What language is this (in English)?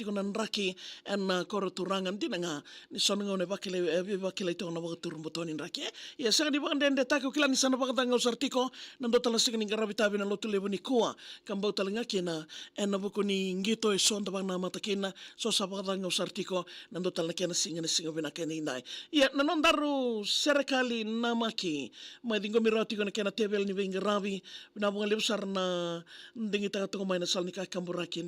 Fijian